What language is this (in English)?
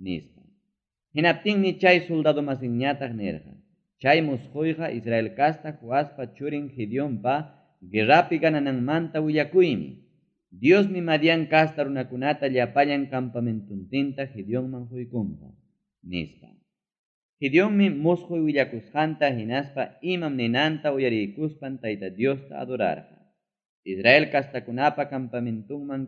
Ayacucho Quechua